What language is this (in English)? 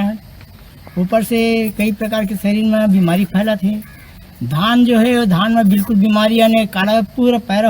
Chhattisgarhi